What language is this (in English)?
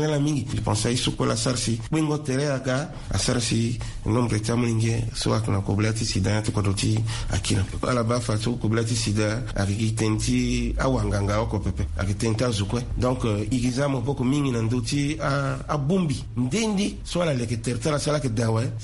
Sango